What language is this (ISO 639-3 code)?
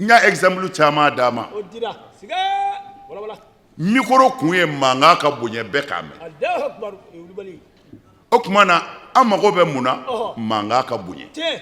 bam